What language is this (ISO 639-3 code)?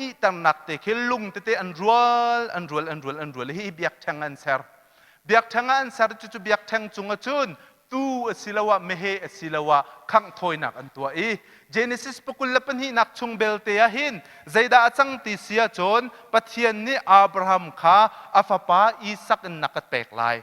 cnh